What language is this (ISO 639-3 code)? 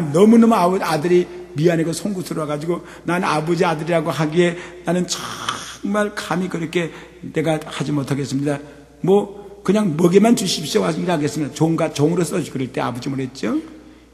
kor